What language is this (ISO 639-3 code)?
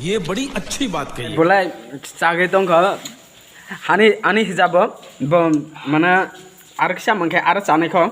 trp